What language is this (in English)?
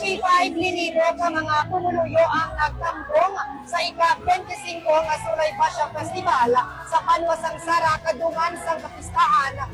Hiligaynon